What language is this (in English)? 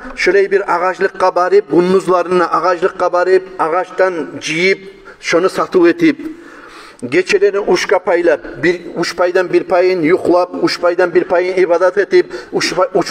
Kumyk